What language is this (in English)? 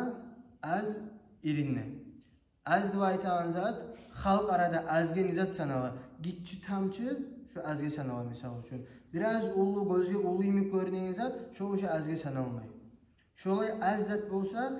Kumyk